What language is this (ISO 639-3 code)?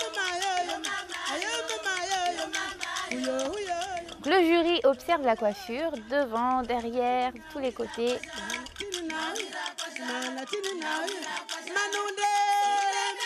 fra